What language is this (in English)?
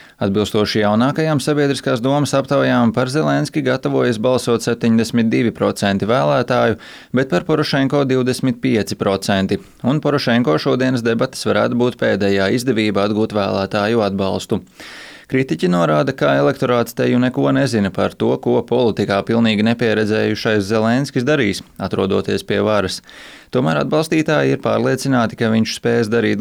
Latvian